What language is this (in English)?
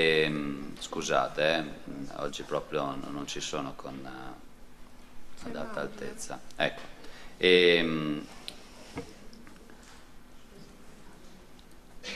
Italian